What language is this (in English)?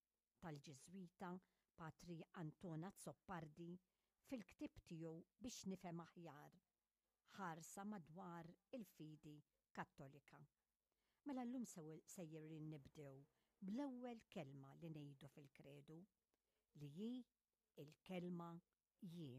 Maltese